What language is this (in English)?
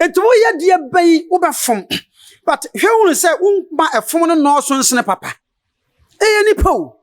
Akan